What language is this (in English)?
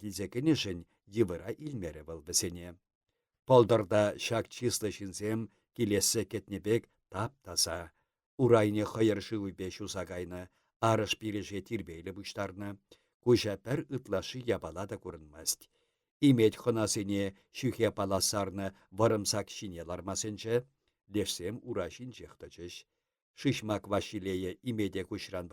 Chuvash